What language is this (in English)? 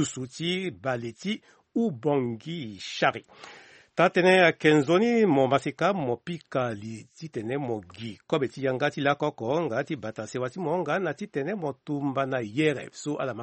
Sango